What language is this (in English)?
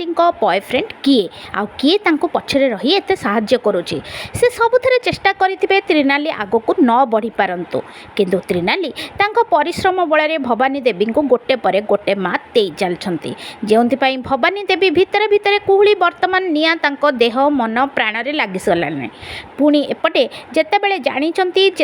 Odia